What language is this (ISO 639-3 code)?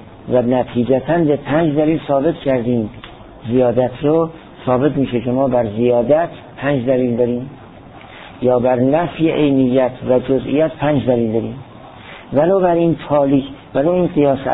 fas